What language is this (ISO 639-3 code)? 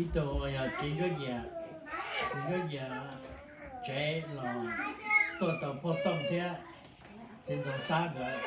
hmn